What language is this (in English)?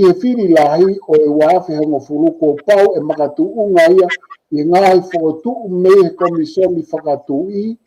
Tongan